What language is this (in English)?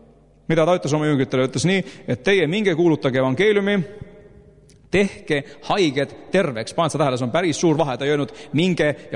Estonian